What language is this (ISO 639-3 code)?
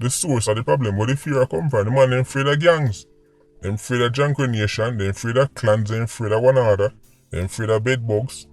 jam